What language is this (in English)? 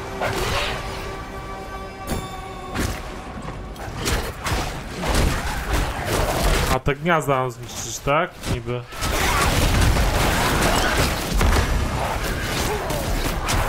Polish